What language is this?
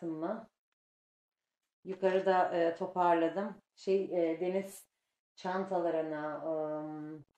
Turkish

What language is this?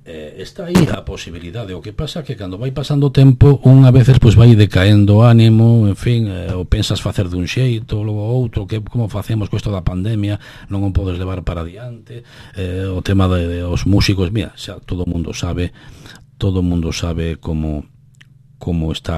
Galician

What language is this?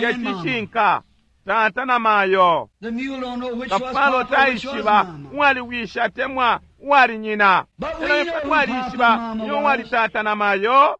Bemba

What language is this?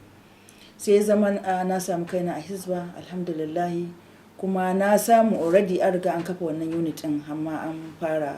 Hausa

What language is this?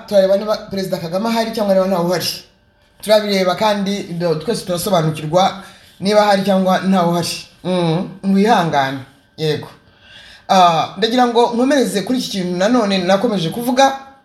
Kinyarwanda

